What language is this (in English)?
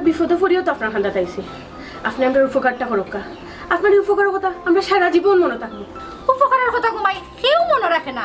Sylheti